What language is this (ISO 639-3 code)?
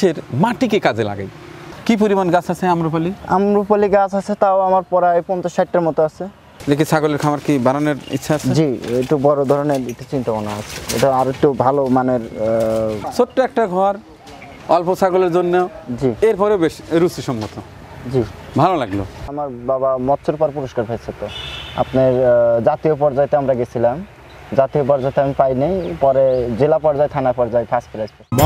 ben